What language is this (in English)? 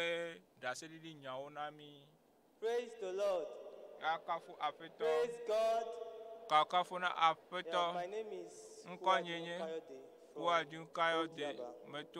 Ewe